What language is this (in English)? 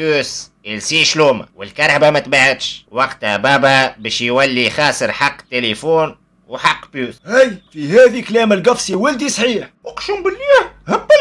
Tunisian Arabic